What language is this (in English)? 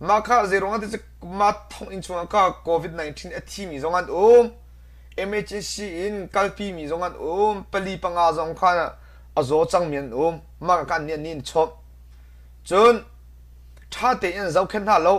Hakha Chin